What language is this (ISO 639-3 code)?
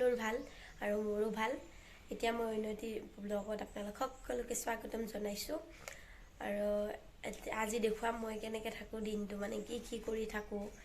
asm